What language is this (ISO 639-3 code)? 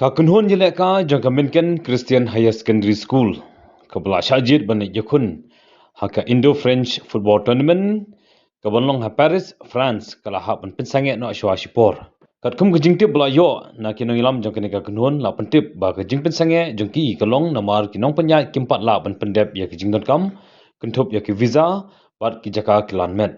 kha